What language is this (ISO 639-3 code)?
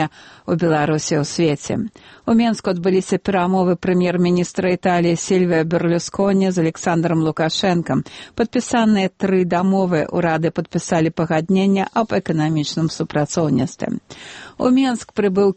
bel